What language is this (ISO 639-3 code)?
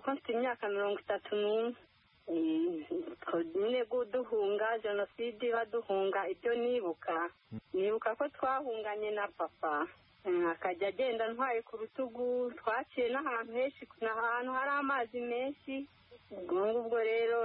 kin